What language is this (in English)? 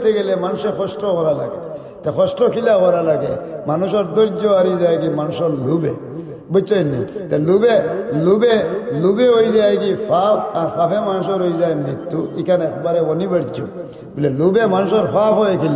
Sylheti